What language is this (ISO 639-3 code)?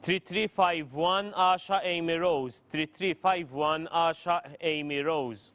eng